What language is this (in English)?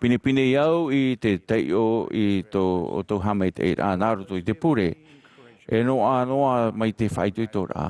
Tahitian